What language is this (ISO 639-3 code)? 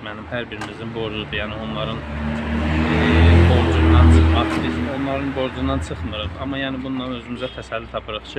aze